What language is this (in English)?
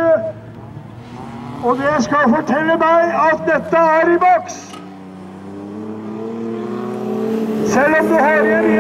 Norwegian